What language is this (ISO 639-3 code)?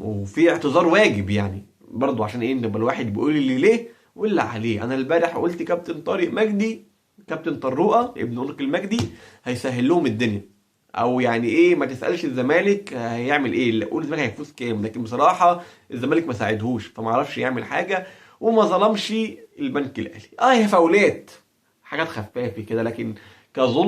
arz